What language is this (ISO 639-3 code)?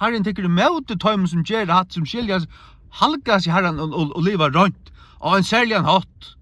fao